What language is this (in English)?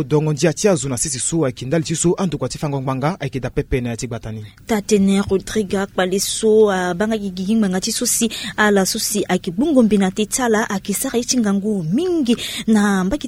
Sango